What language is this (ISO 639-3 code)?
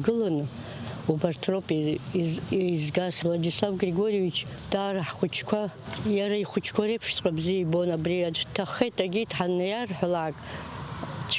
abk